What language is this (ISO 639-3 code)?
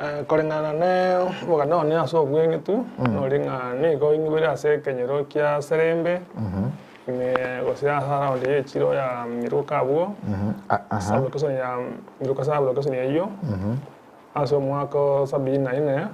guz